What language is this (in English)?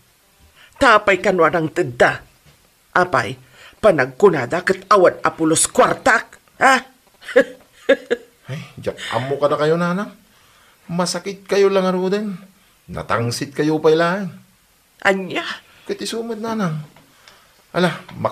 Iloko